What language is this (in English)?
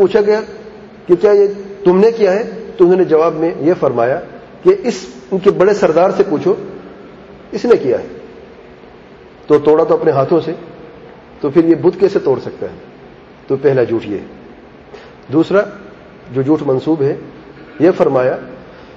Urdu